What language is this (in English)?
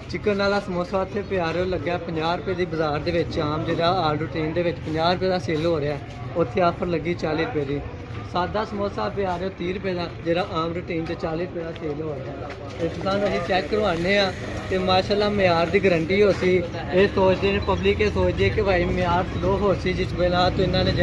Pahari-Potwari